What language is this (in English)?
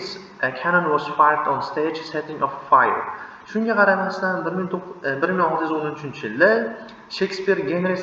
Uzbek